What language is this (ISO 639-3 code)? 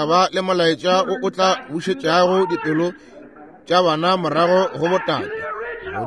nso